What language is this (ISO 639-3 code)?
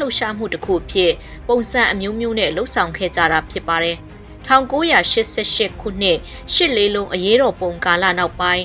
mya